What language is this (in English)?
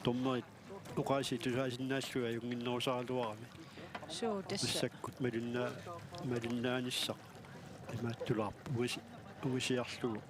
Kalaallisut